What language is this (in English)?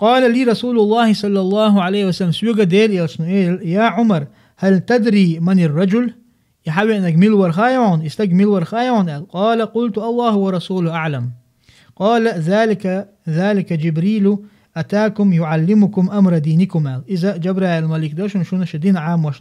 Chechen